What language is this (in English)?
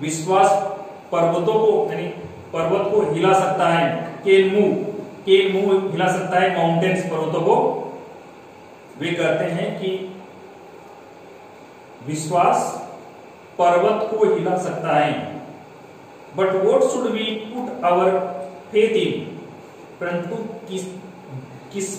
Hindi